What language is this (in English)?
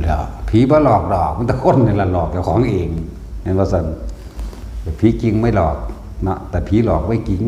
Northeastern Thai